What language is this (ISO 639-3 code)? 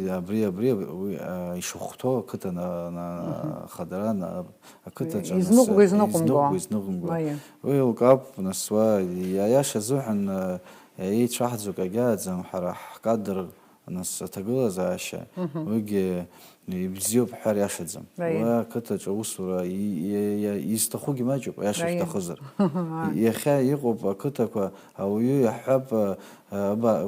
abk